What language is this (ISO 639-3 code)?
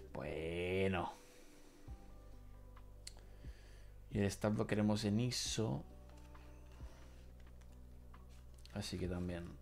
spa